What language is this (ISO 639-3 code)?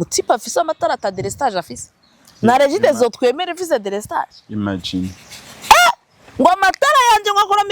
run